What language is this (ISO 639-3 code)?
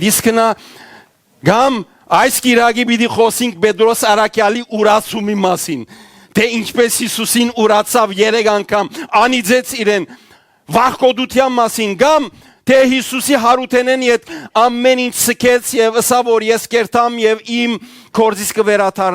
hyw